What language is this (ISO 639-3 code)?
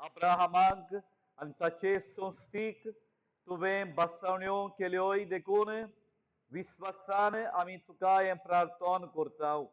kok